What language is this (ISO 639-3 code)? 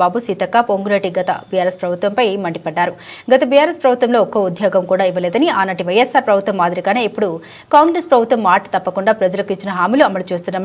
tel